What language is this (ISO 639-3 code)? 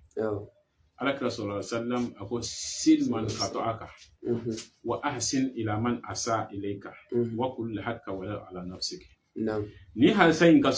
bam